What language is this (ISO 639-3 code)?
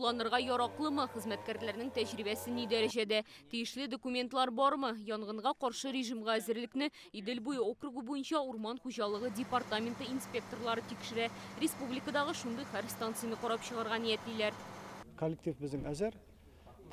tat